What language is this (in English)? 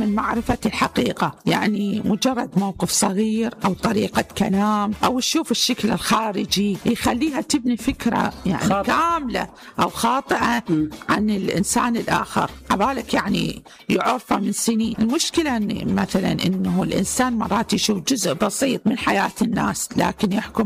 Mesopotamian Arabic